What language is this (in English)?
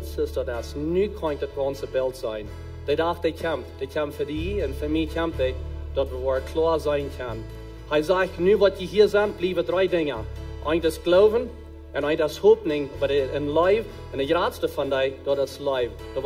Plautdietsch